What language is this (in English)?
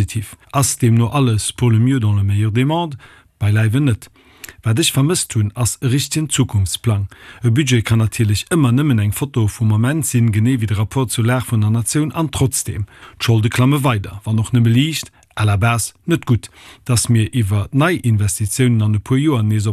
Luxembourgish